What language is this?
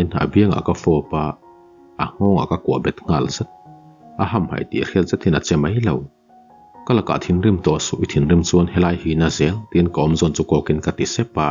Mizo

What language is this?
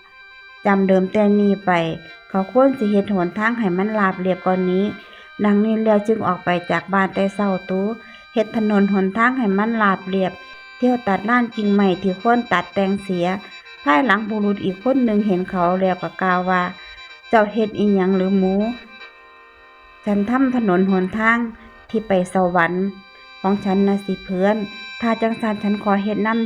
Northeastern Thai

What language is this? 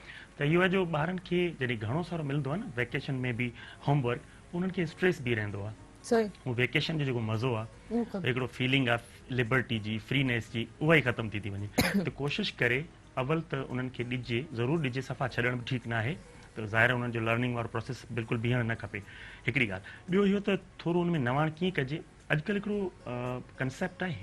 Sindhi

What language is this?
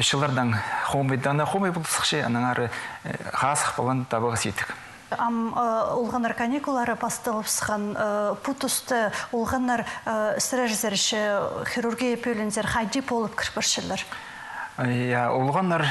Khakas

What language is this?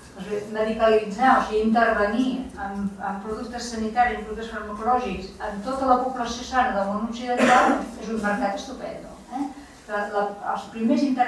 Catalan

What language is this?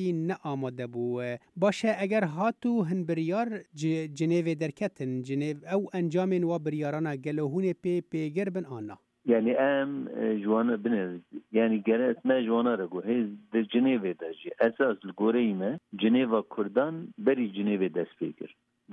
Kurdish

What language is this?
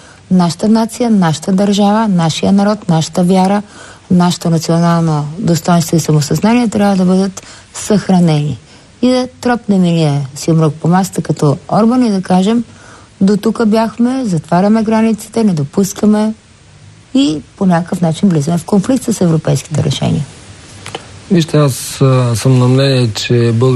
Bulgarian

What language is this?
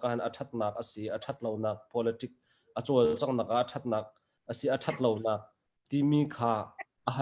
Hakha Chin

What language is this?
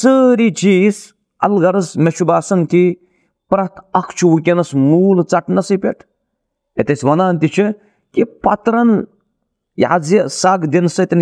Kashmiri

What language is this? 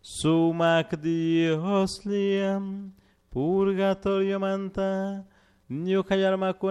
Chimborazo Highland Quichua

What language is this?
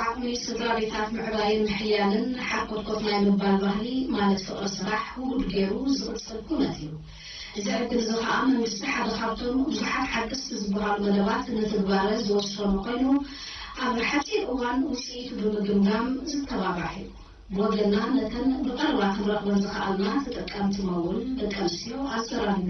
Tigrinya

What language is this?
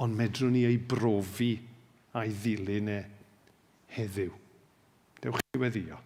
Welsh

